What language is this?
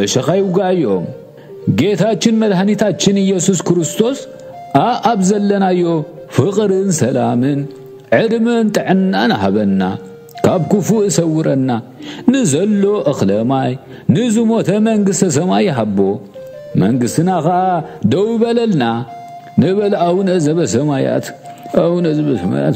Tigrinya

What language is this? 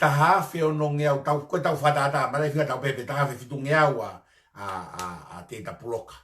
Tongan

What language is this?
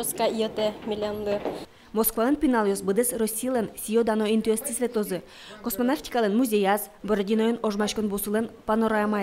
Udmurt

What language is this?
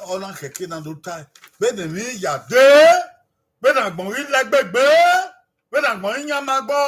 Bini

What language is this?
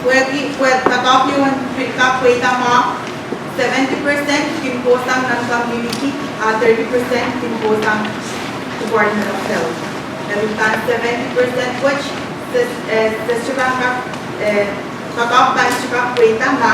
Pohnpeian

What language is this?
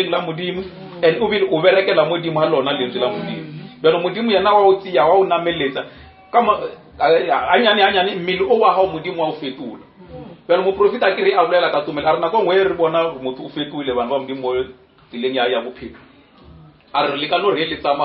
Northern Sotho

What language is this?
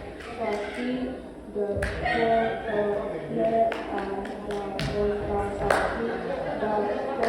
Tem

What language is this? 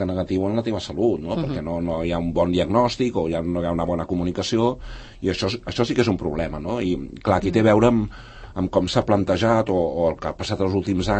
Catalan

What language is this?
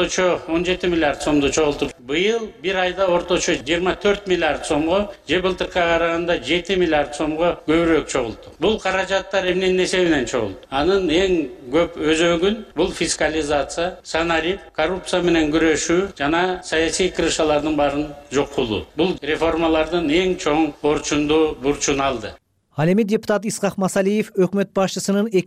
Kyrgyz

